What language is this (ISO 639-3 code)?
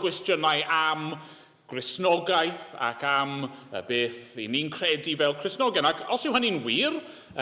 cym